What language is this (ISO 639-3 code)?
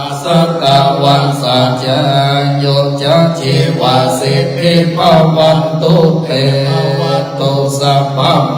pli